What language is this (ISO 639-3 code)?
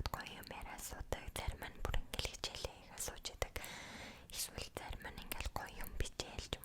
mon